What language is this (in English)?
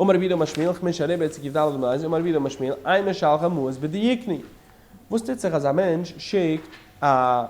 Yiddish